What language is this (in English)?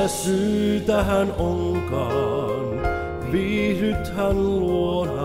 Finnish